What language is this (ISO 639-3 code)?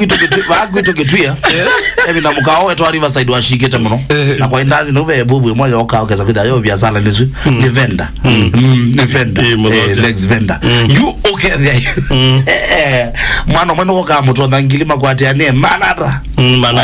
kam